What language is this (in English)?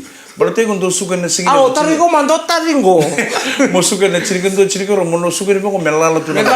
Fijian